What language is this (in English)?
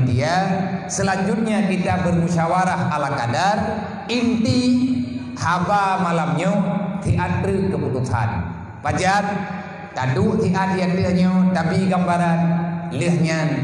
Achinese